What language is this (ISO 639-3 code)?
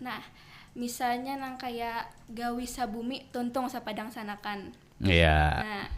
bjn